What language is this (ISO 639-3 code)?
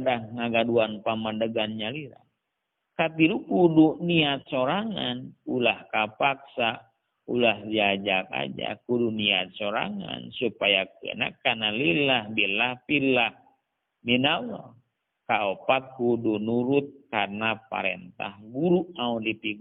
sun